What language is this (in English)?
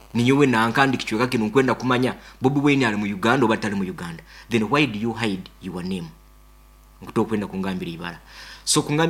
Nyankole